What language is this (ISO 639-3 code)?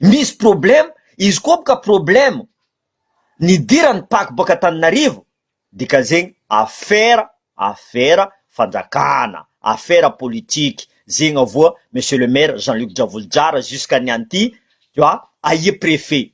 mlg